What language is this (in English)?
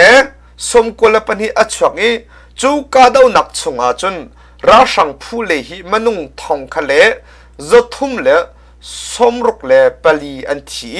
Hakha Chin